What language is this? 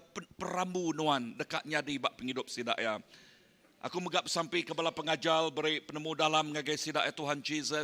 Iban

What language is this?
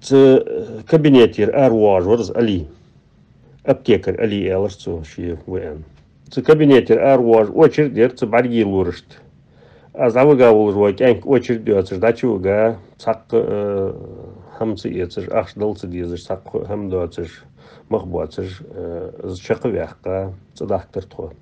Ingush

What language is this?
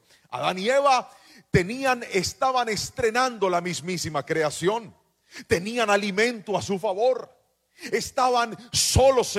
Spanish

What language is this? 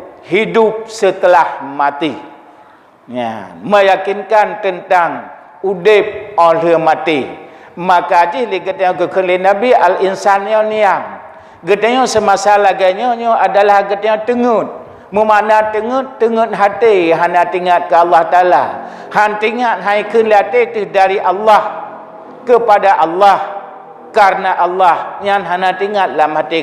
Achinese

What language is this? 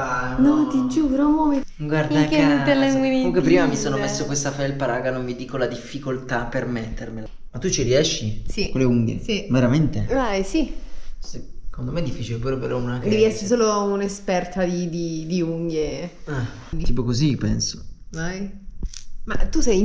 Italian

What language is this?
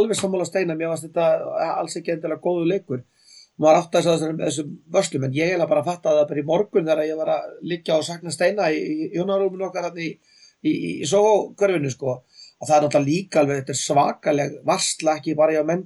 Icelandic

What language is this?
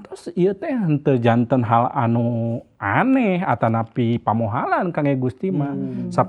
Sundanese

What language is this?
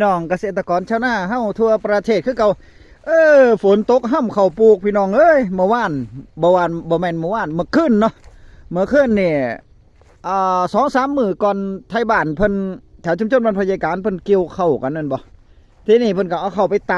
Northeastern Thai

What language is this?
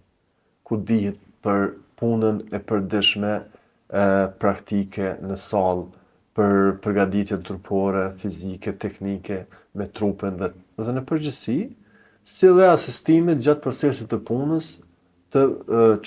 Albanian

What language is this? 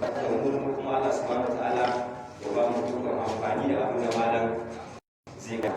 Hausa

